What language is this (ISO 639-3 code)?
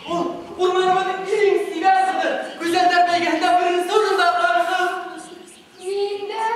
bak